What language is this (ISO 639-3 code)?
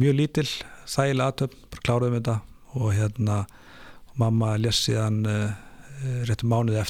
isl